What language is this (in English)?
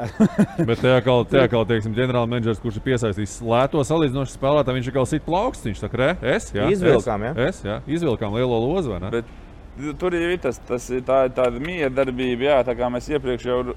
Latvian